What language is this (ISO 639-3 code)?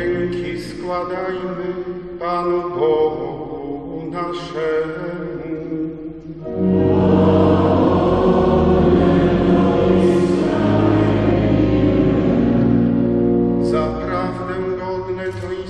pol